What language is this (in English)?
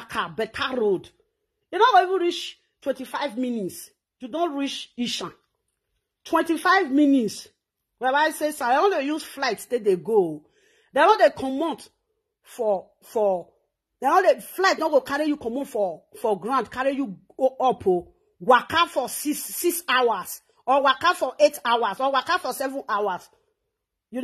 Nigerian Pidgin